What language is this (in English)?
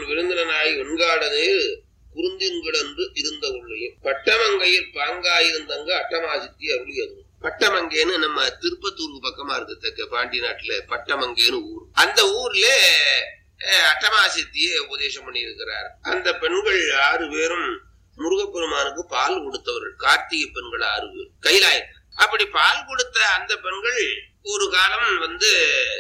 Tamil